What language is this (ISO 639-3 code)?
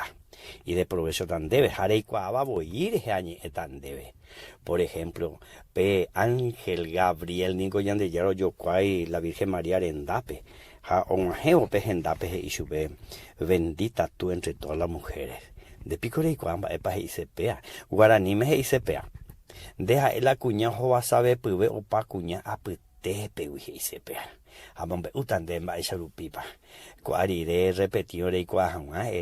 grn